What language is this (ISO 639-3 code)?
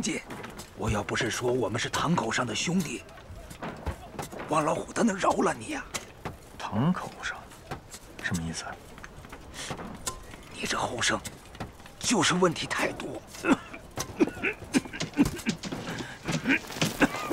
zho